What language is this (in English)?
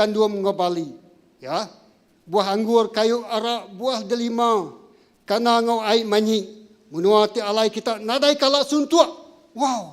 Iban